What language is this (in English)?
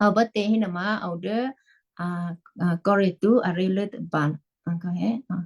Western Kayah